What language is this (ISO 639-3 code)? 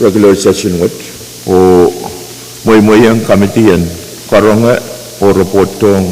pon